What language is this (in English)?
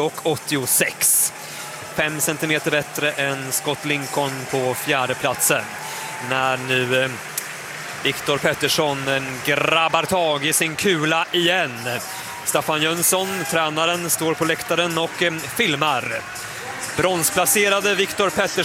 Swedish